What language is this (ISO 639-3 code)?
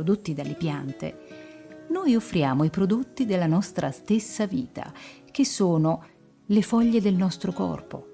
ita